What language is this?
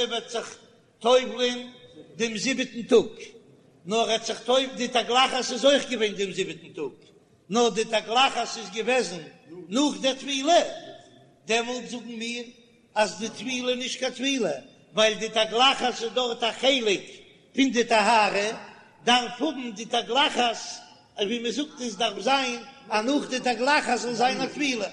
Yiddish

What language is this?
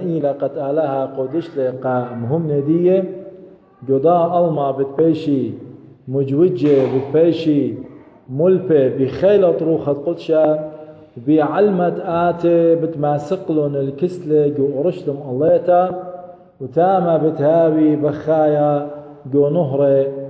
Assyrian Neo-Aramaic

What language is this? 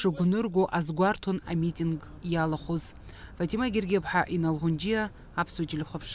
Abkhazian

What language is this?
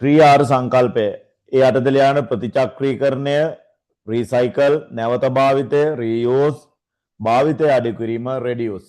Sinhala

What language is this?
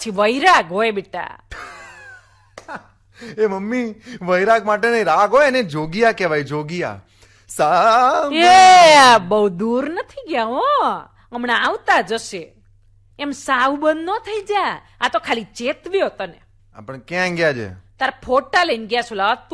Gujarati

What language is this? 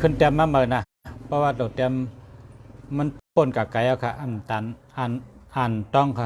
Shan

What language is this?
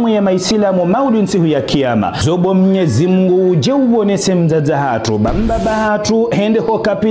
Ngazidja Comorian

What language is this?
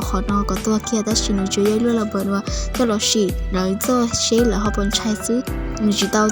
Hmong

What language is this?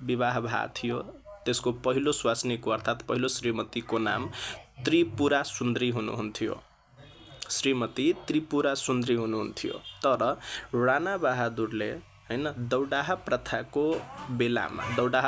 Nepali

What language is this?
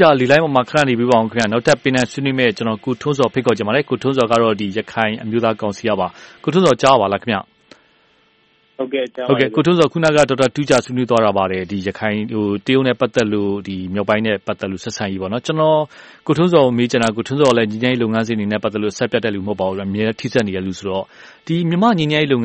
Burmese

